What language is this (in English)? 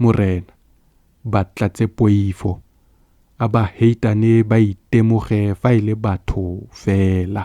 Tswana